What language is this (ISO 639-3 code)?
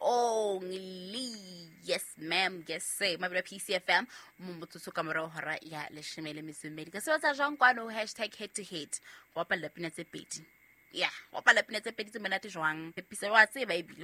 sot